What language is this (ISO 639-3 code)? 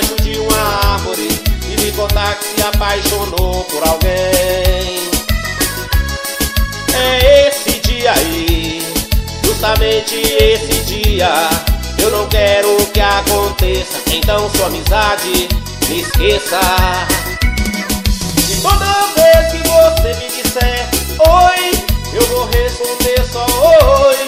por